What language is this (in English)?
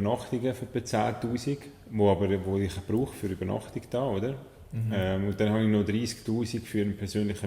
Swiss German